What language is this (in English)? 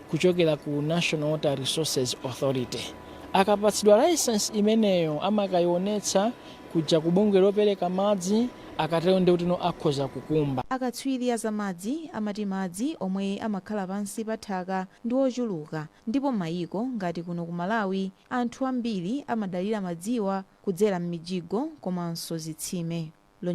Nyanja